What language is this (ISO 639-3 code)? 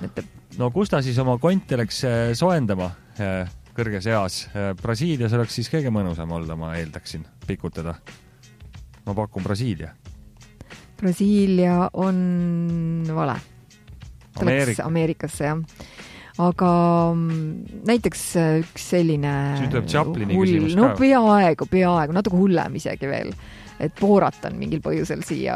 est